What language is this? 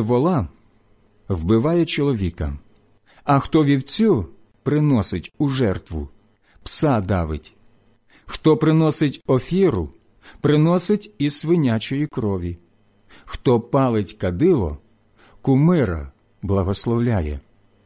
Ukrainian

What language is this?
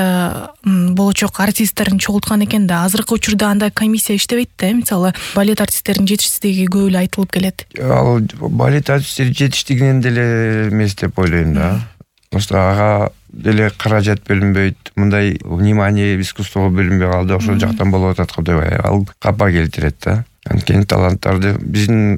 Kyrgyz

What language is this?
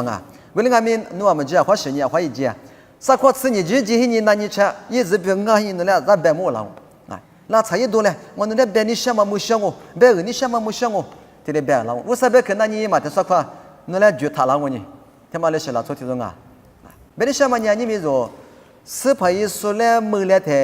Lisu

